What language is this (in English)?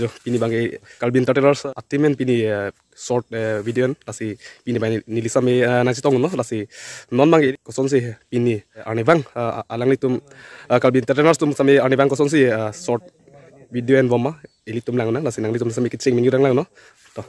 Karbi